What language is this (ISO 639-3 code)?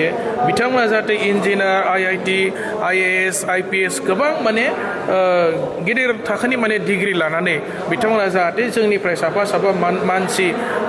brx